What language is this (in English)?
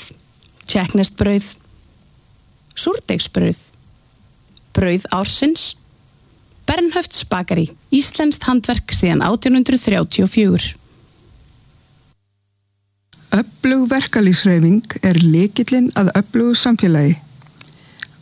Icelandic